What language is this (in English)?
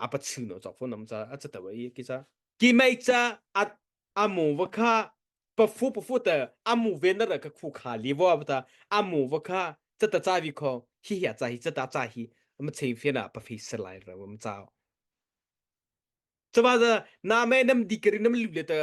Mara Chin